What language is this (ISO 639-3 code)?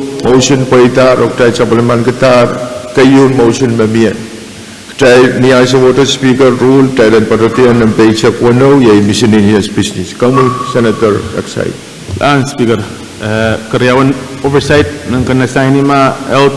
pon